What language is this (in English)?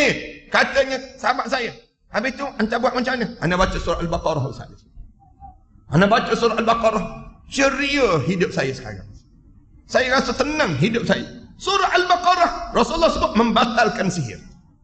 Malay